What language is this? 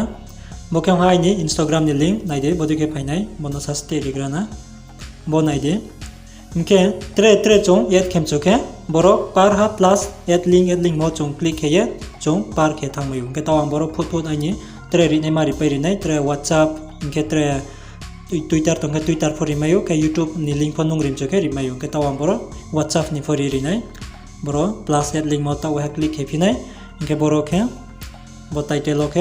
Riang (India)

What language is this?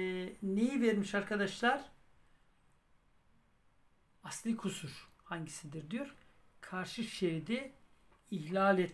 Turkish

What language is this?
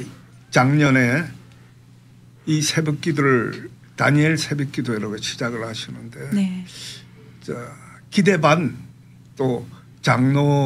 Korean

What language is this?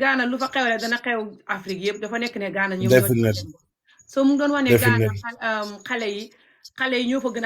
Wolof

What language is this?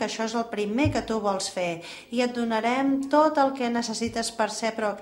Catalan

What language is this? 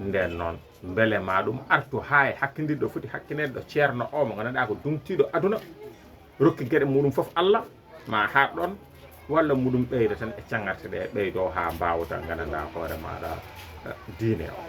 Fula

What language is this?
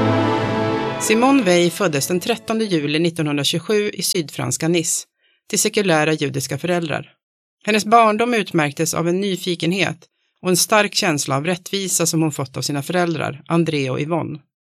Swedish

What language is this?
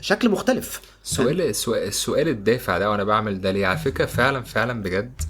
Egyptian Arabic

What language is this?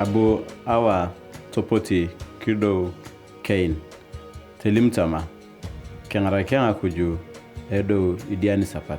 Turkana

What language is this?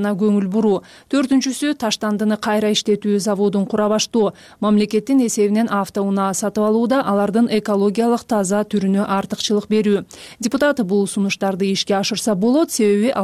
Kyrgyz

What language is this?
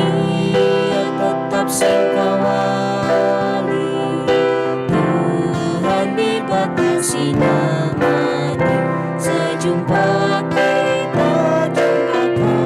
Batak Karo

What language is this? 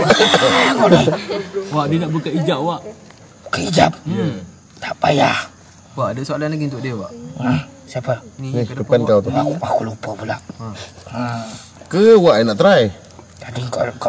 Malay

